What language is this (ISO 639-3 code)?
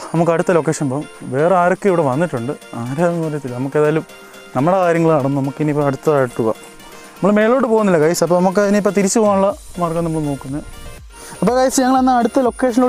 mal